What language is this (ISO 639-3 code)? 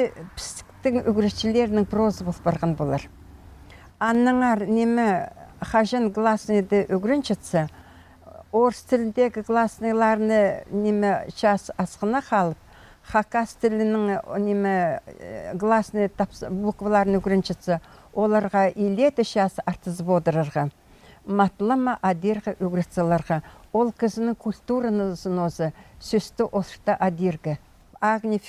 kjh